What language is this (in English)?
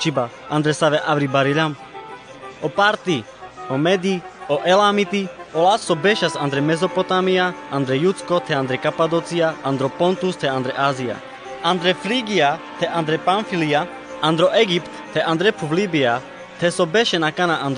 Carpathian Romani